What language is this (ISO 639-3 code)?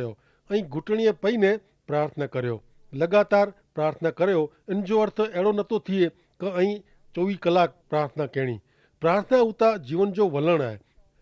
kfr